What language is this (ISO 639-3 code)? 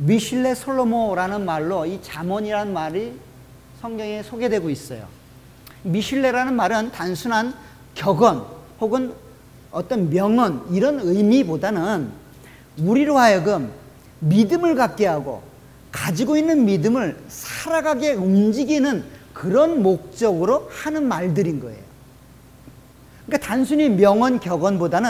kor